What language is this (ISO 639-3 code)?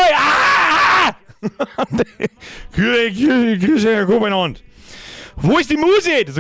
bar